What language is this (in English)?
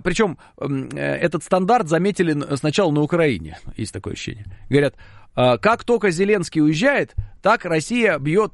Russian